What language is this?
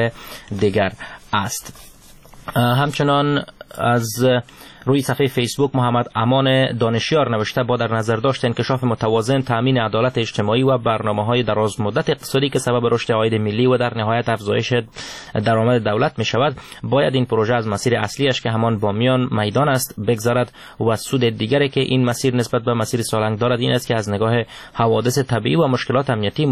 Persian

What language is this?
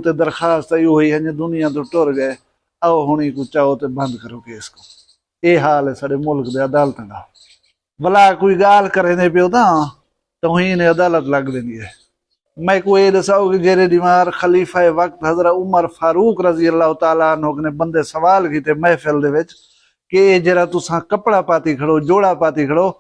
Saraiki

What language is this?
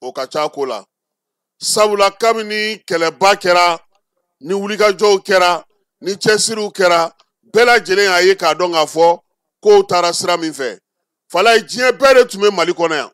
Bambara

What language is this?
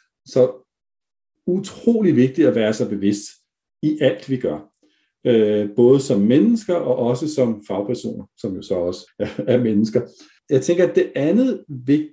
Danish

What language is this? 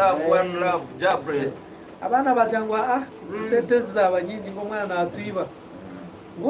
Nyankole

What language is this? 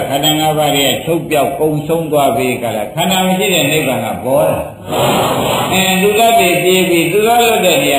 Burmese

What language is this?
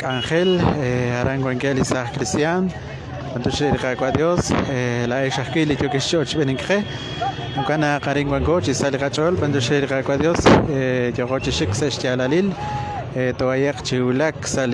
Kekchí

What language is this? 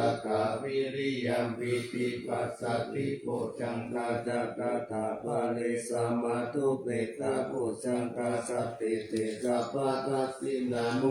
Pali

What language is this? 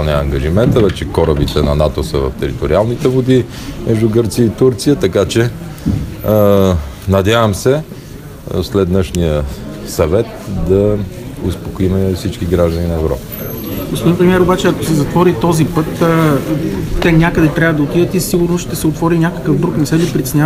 Bulgarian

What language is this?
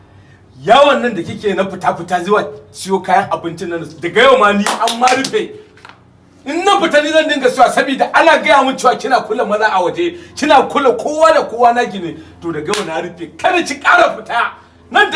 Hausa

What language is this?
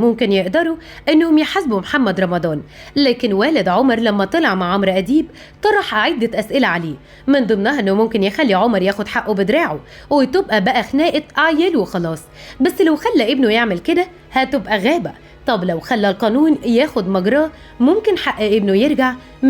Egyptian Arabic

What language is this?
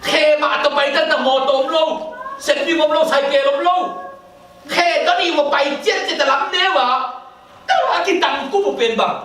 Tedim Chin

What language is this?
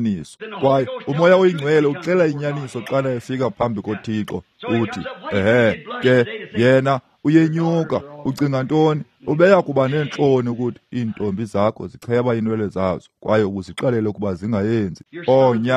Xhosa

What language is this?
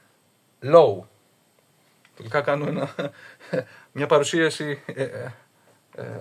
Greek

